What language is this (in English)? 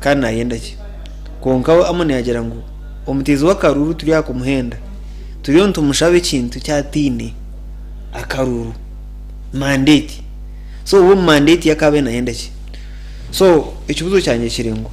Nyankole